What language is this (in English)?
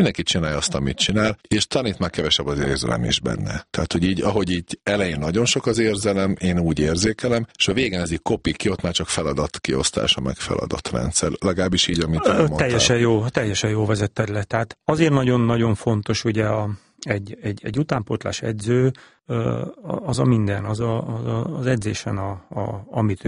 Hungarian